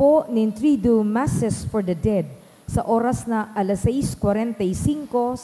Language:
Bikol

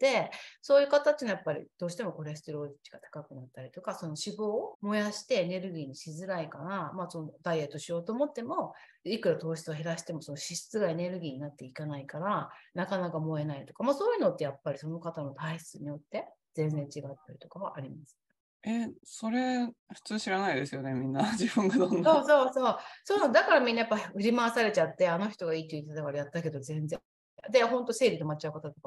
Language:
Japanese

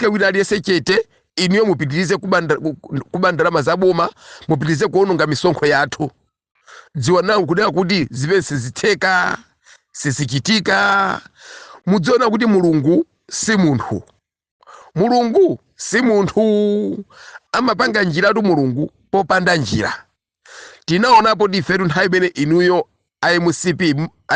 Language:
Nyanja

